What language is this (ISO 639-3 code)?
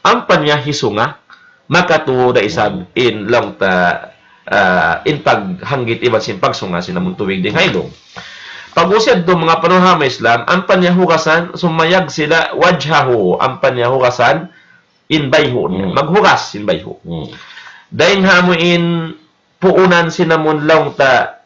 tsg